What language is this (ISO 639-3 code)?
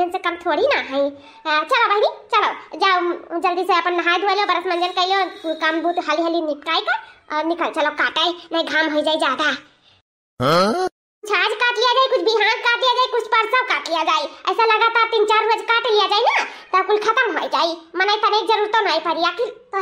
awa